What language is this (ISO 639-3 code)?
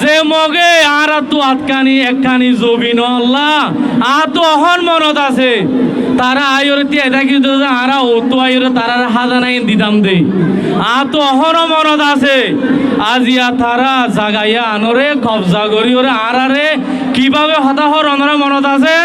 rhg